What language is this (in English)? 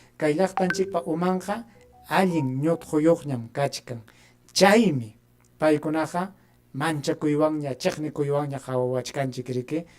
Ayacucho Quechua